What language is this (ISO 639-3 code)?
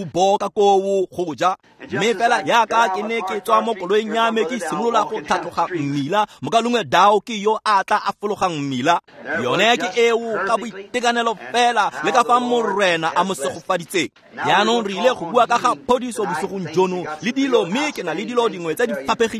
tsn